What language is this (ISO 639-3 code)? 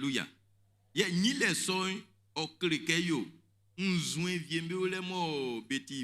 bci